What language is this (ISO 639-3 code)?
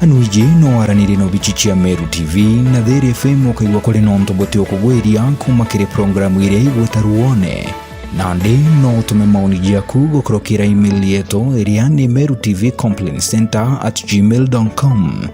mer